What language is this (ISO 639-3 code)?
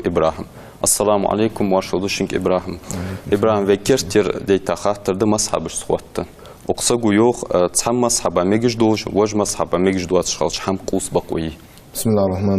inh